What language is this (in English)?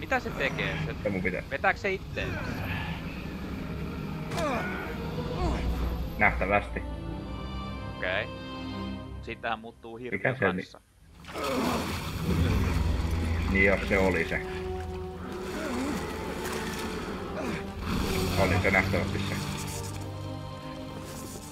Finnish